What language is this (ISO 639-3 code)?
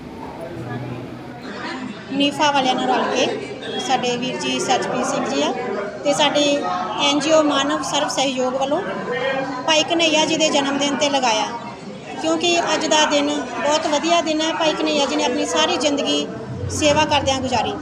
pan